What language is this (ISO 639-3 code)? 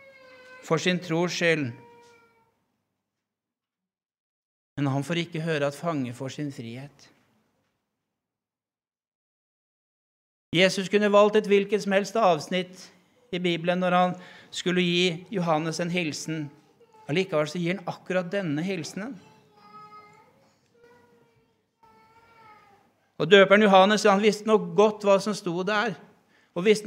nor